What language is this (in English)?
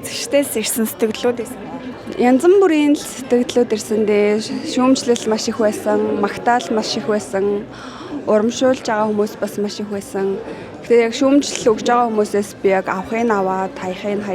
Mongolian